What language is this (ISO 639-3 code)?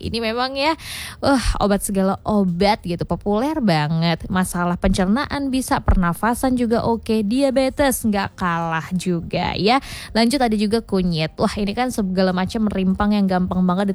ind